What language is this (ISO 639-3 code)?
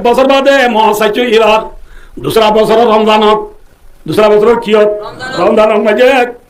rhg